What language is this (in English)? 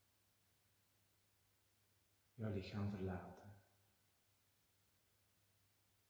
Dutch